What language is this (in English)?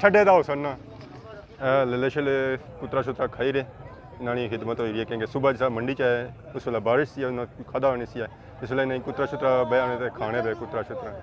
Pahari-Potwari